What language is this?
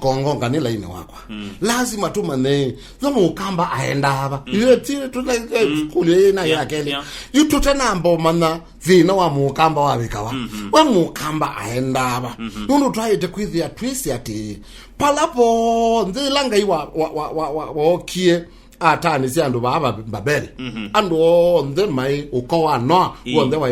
Kamba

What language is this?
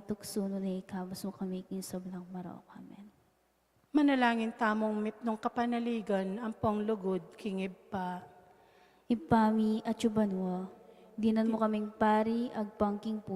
Pampanga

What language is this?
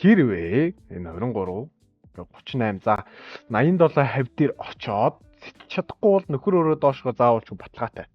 Mongolian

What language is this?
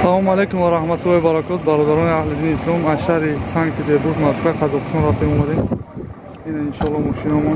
Tajik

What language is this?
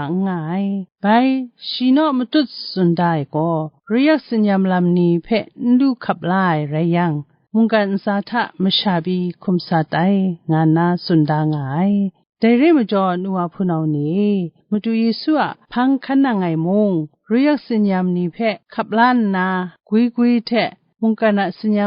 Kachin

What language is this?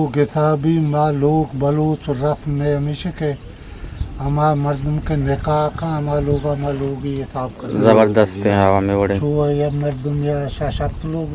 Eastern Balochi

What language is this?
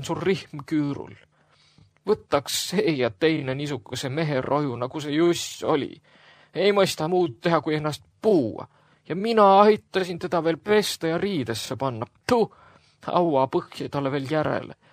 Estonian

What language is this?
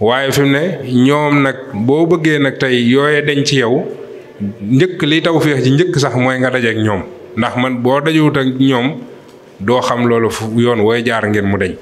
Wolof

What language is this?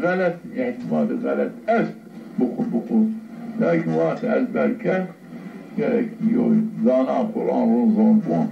Zaza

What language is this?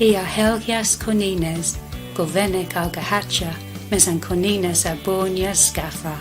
Cornish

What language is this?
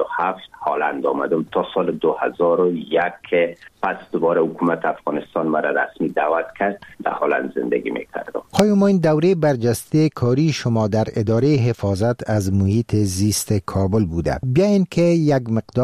Persian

